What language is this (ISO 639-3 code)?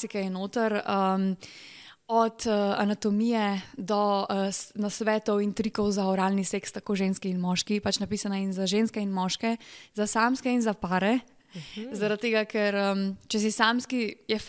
slv